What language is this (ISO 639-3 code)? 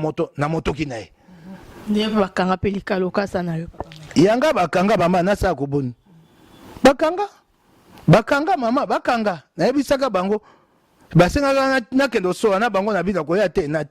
lin